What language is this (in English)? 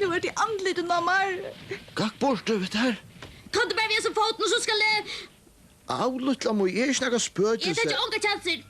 Faroese